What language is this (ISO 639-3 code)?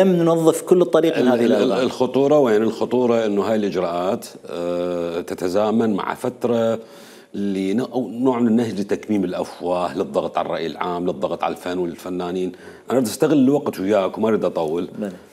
acm